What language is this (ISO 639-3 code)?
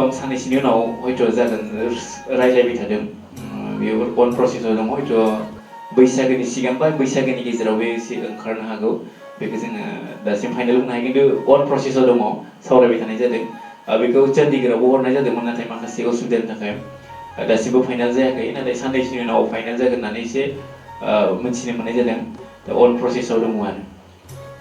brx